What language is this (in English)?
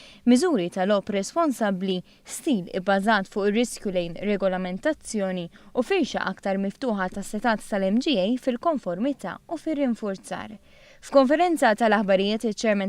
Maltese